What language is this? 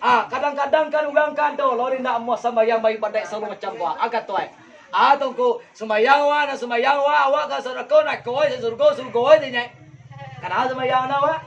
Minangkabau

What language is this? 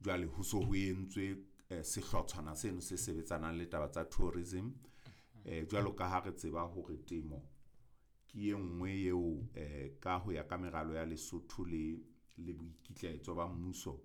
Southern Sotho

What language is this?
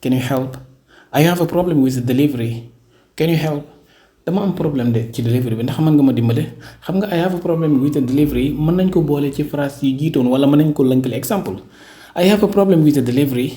Wolof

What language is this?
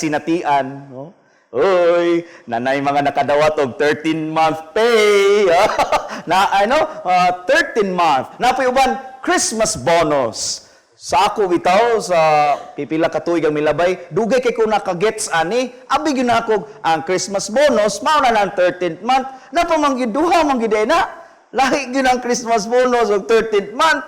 Cebuano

